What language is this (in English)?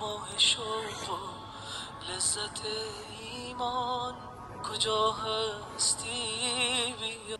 Tajik